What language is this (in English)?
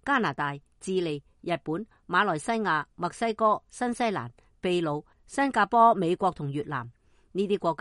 Cantonese